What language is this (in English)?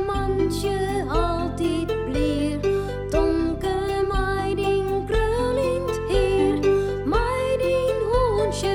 Western Frisian